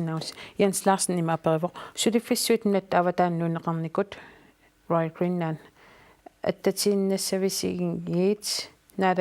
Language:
Kalaallisut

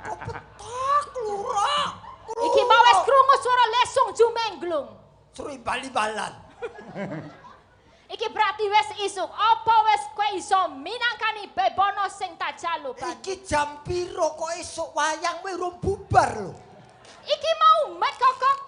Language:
Javanese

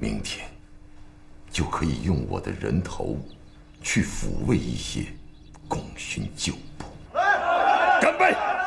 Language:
Chinese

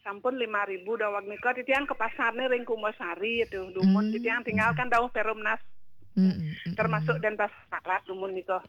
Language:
Balinese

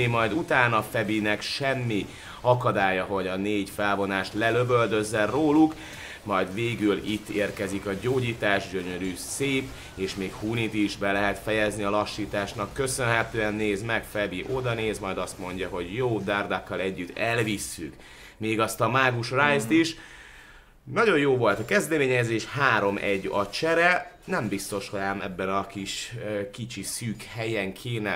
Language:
Hungarian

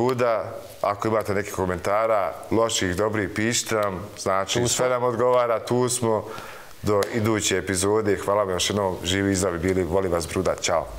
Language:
Bosnian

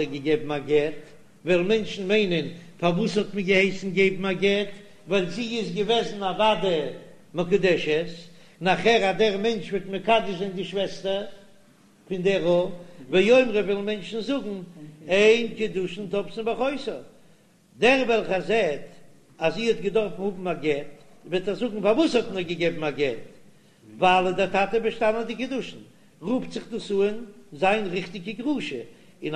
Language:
Yiddish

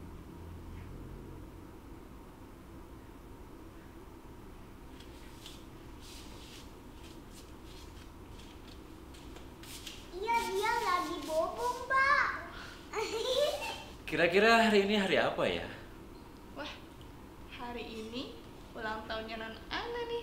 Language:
Indonesian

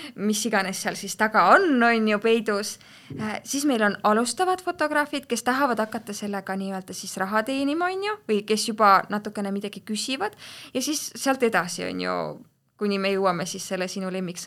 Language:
Estonian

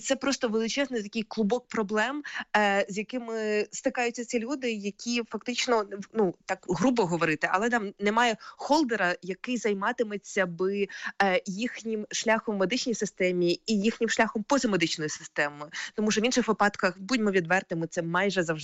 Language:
Ukrainian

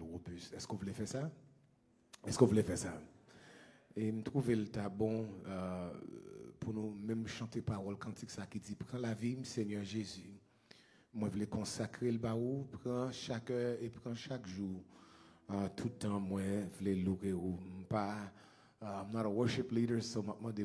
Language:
French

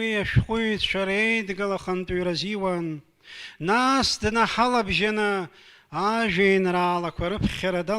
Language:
Abkhazian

